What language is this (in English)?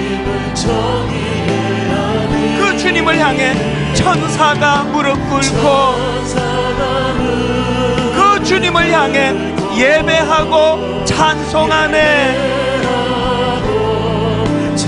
Korean